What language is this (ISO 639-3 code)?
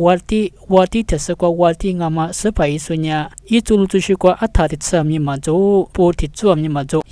lis